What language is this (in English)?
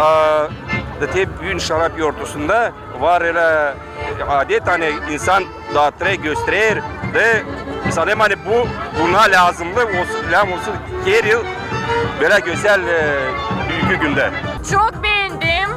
Gagauz